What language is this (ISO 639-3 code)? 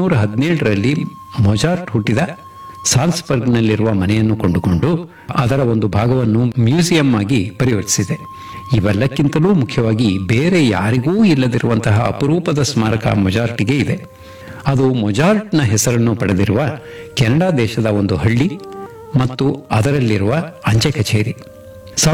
kan